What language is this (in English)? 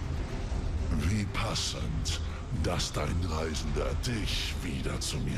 German